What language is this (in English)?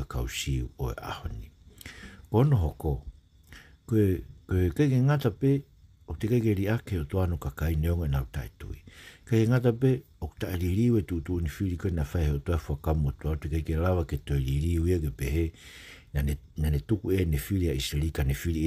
Tongan